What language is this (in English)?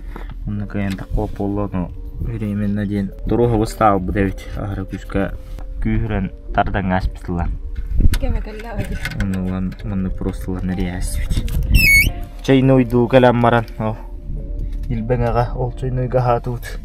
Yakut